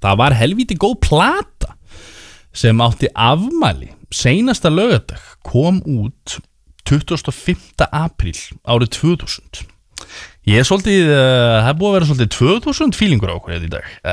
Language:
Icelandic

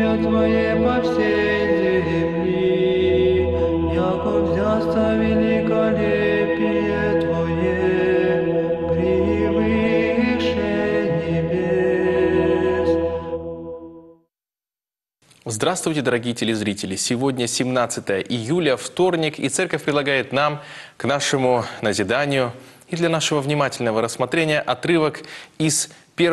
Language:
Russian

